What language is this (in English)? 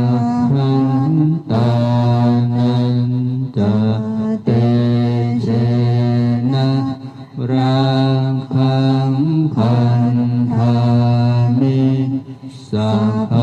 Pali